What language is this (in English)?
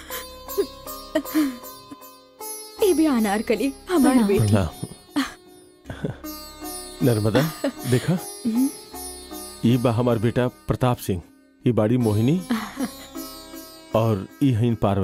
Bhojpuri